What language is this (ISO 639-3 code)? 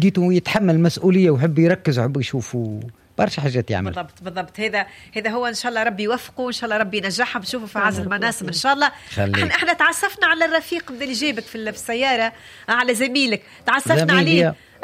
aeb